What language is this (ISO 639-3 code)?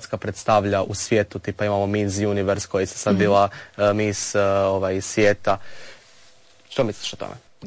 hrv